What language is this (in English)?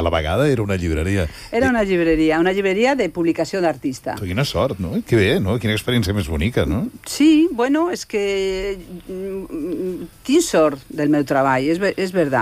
Catalan